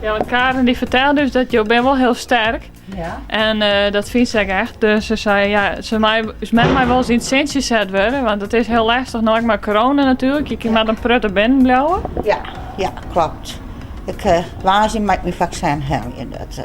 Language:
Western Frisian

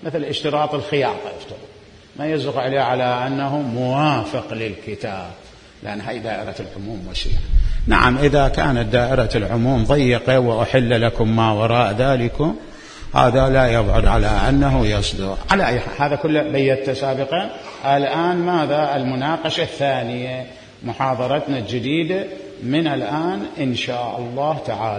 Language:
Mesopotamian Arabic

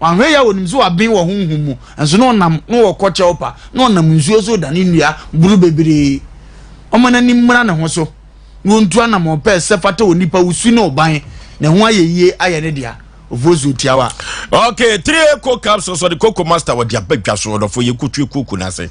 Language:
Akan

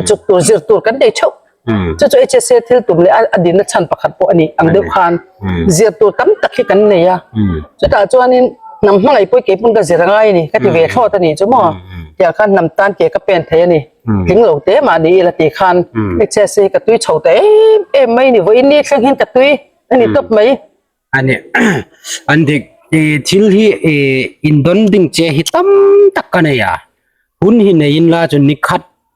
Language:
Hmar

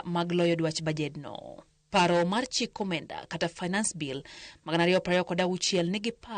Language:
Luo (Kenya and Tanzania)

